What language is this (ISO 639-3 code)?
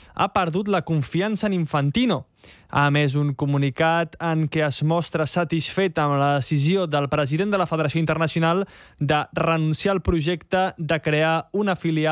cat